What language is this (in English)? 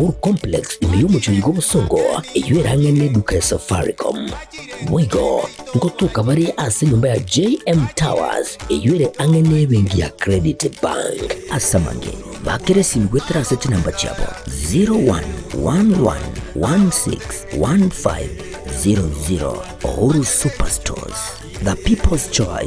Gusii